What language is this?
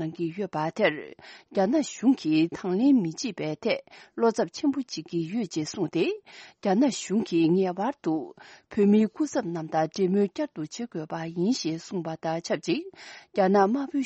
Tibetan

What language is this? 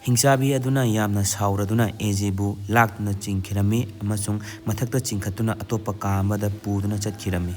Manipuri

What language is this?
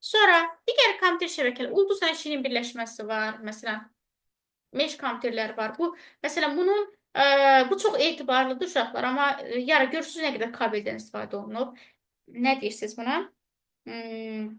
Azerbaijani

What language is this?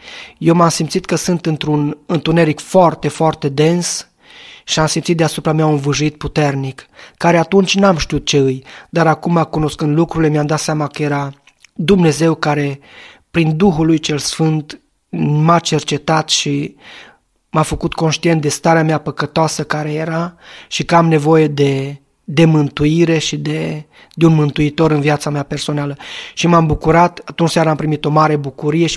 Romanian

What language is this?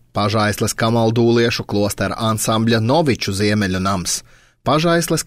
Latvian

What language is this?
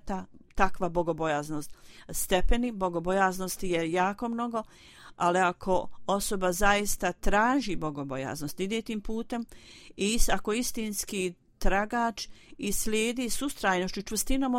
Bosnian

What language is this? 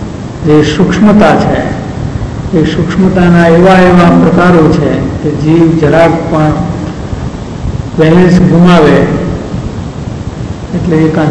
Gujarati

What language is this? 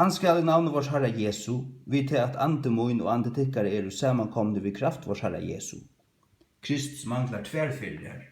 Faroese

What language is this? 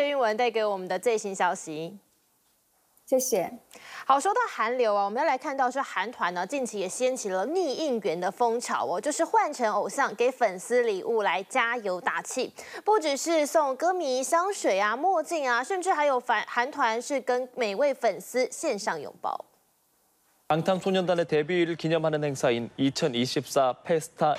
Chinese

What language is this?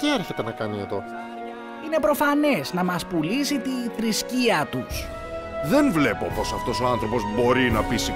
Greek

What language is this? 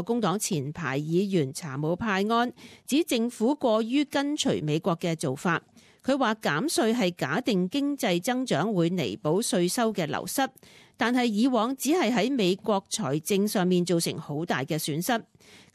Cantonese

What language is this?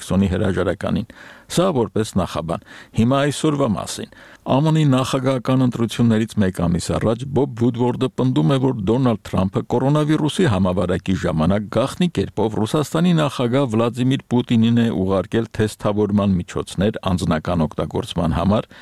Armenian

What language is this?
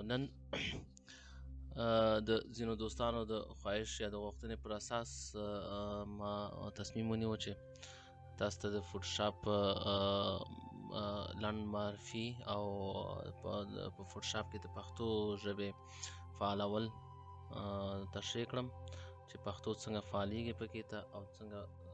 Pashto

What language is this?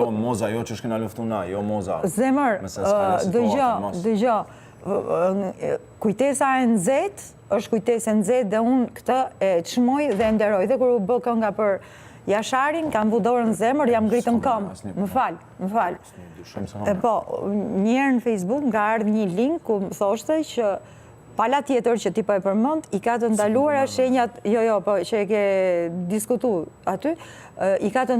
Albanian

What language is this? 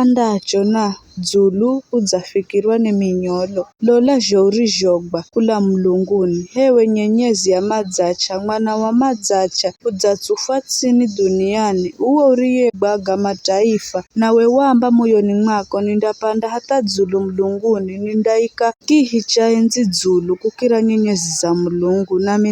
Giryama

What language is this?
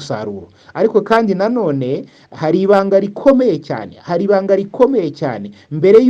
Kinyarwanda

